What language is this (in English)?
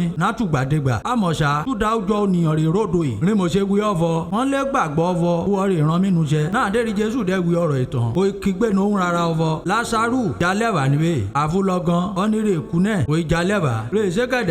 Yoruba